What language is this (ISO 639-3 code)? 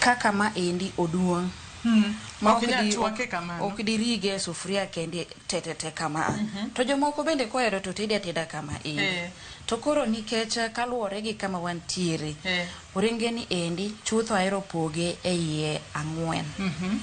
luo